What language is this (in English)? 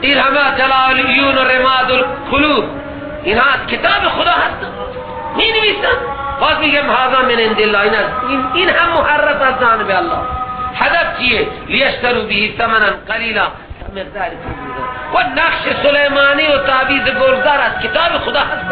Persian